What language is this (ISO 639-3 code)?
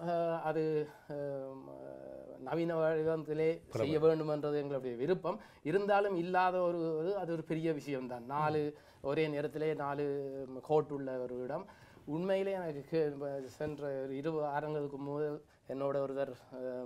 tam